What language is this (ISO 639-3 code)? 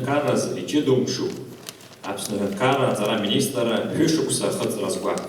abk